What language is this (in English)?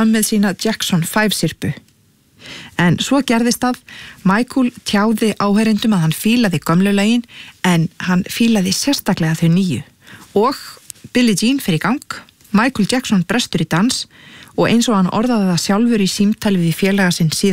Icelandic